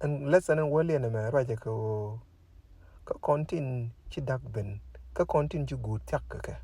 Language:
Nuer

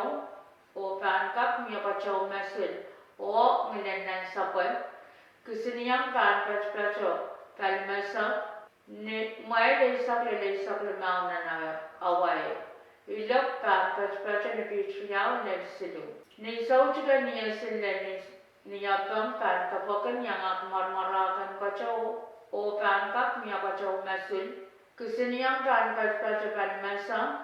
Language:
Pohnpeian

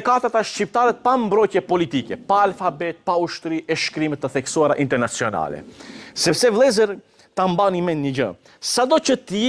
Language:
Albanian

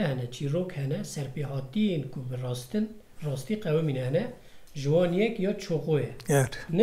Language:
Kurdish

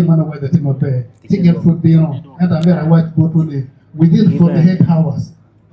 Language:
Acoli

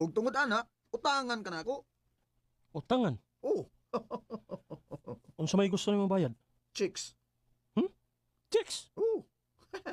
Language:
Cebuano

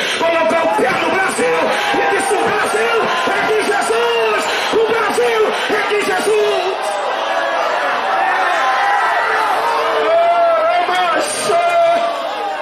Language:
Portuguese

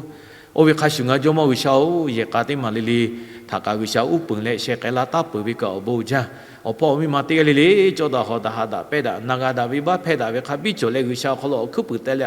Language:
Lahu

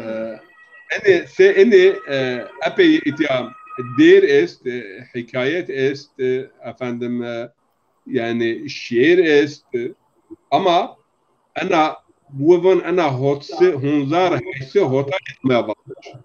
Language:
Zaza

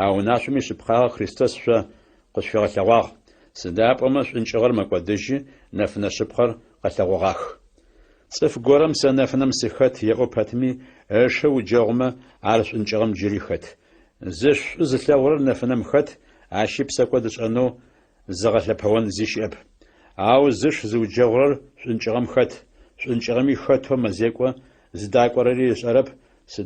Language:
Adyghe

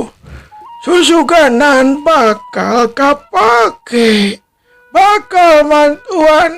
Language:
Sundanese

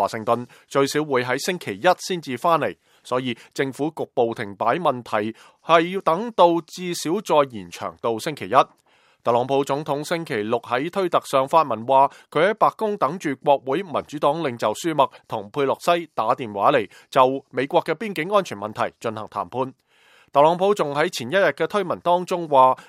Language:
Cantonese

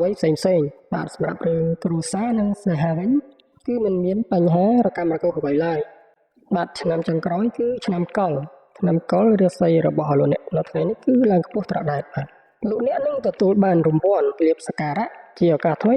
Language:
Khmer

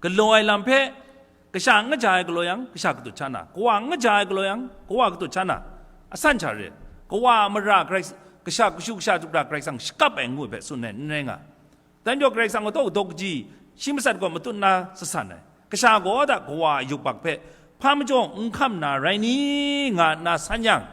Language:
Kachin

